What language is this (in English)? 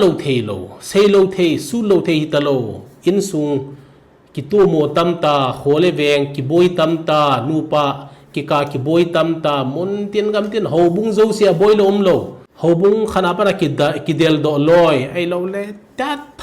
Thado Chin